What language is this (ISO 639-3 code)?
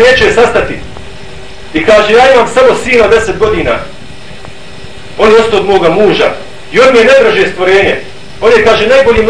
bos